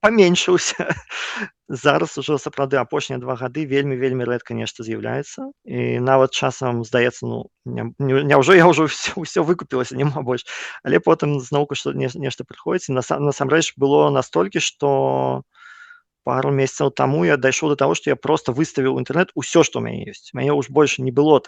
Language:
Belarusian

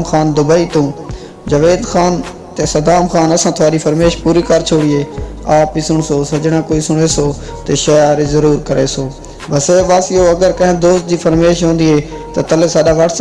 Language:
Saraiki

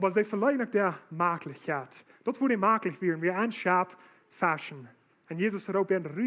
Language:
Plautdietsch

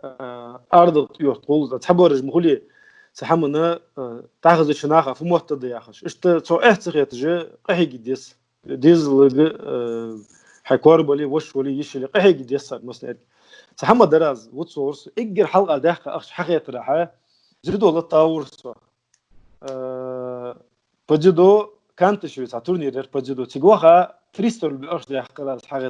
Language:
Ingush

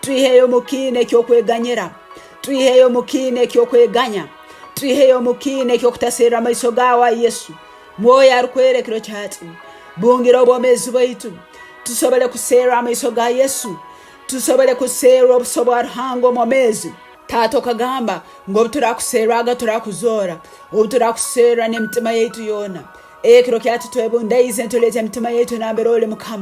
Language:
Tooro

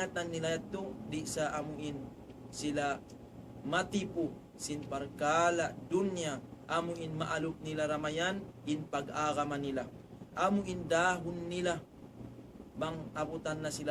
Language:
Tausug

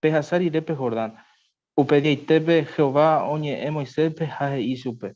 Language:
Guarani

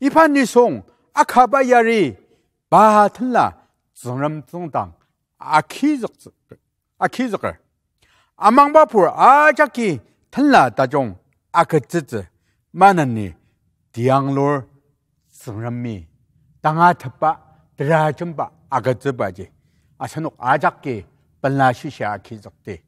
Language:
Ao Naga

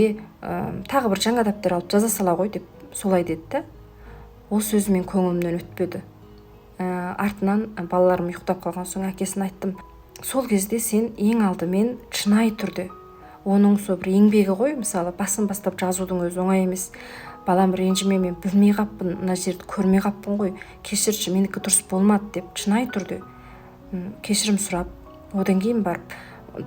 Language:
Kazakh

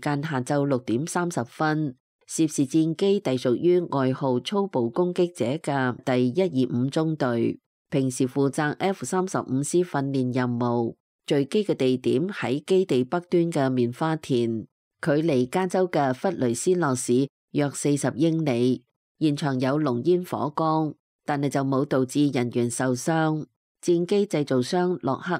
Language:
Cantonese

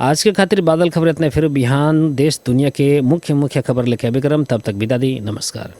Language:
Bhojpuri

